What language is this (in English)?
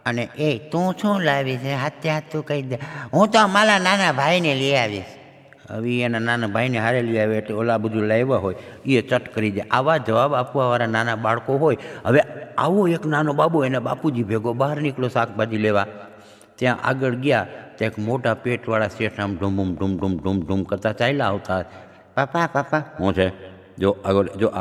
Gujarati